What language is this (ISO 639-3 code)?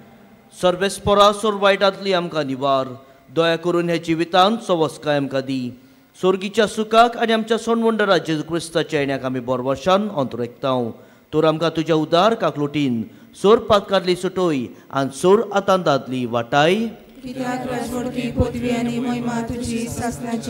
kok